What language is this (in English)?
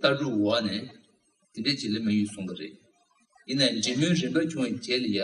Tibetan